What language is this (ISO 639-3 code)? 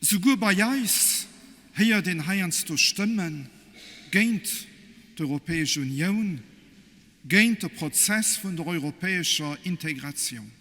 ltz